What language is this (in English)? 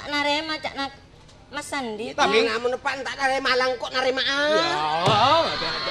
Madurese